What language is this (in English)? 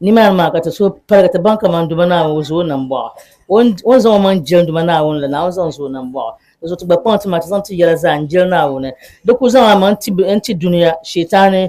Dagbani